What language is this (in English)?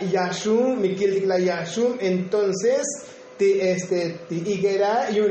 Tzotzil